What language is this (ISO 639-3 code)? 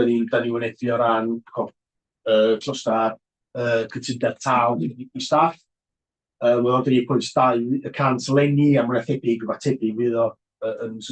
cym